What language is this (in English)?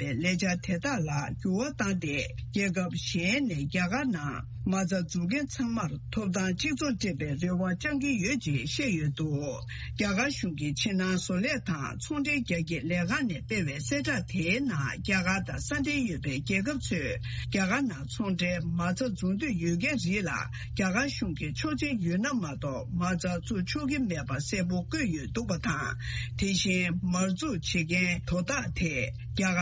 Tibetan